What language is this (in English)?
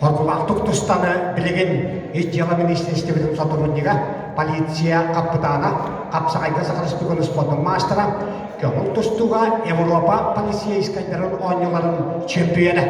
Yakut